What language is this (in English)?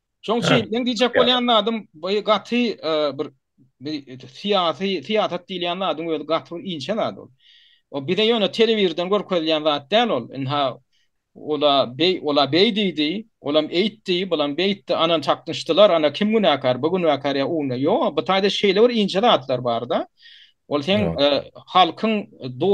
Turkmen